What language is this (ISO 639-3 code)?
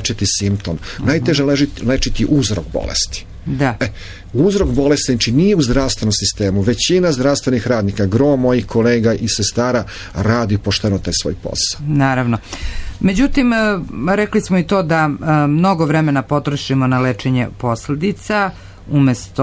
srp